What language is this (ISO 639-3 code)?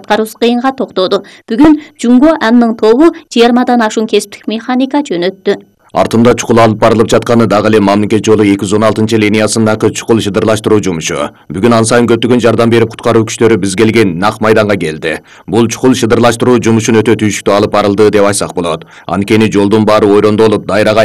kir